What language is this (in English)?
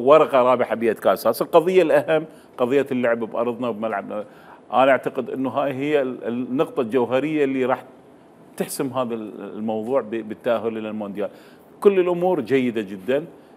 Mesopotamian Arabic